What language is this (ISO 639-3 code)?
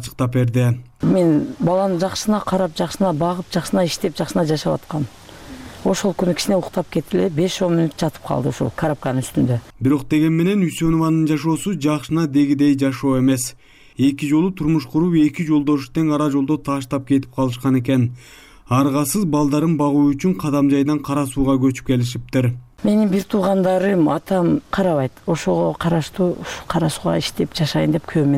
kir